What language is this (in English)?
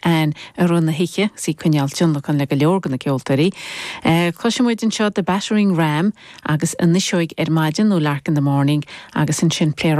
Irish